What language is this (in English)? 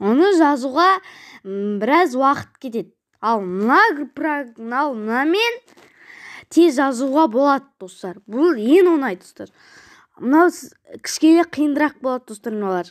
Kazakh